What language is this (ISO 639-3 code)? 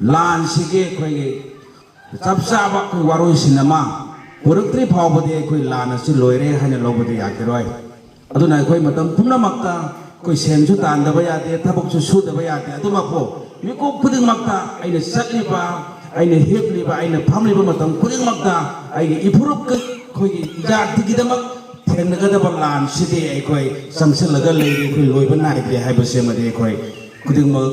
mni